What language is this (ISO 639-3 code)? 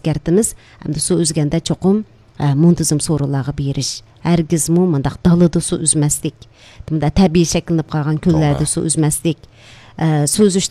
uig